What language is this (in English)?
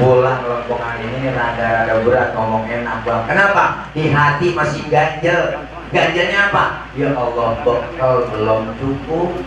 Betawi